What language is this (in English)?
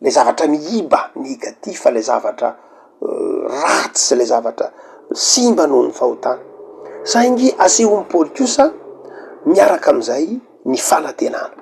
Malagasy